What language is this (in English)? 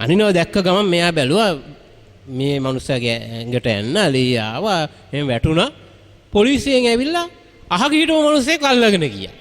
Sinhala